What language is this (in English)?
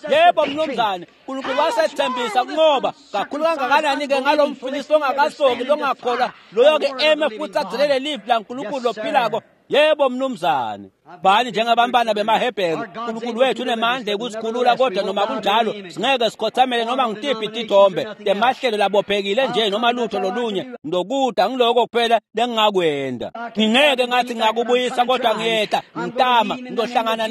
Swati